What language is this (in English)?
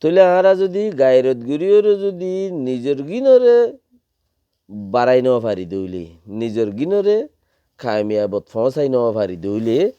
Rohingya